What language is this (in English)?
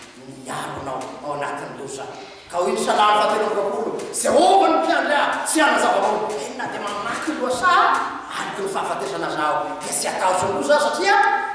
Malagasy